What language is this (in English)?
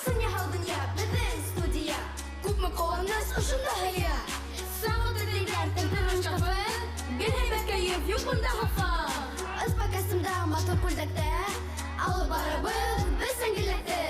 Bashkir